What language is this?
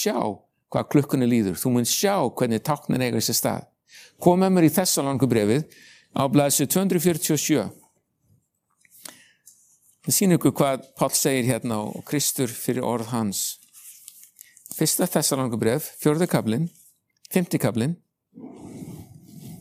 Icelandic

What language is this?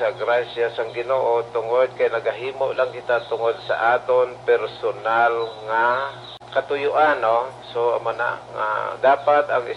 Hiligaynon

